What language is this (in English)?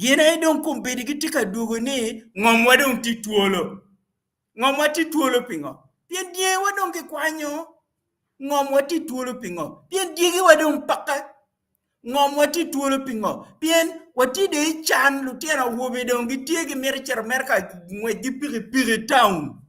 Acoli